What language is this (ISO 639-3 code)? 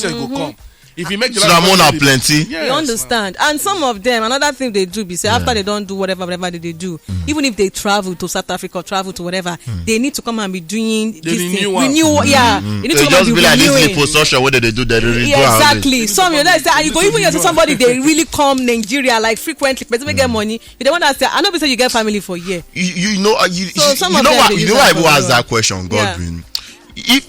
pcm